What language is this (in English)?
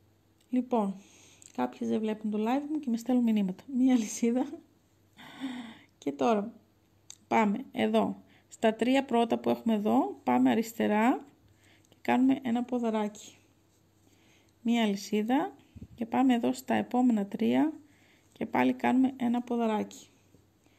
Greek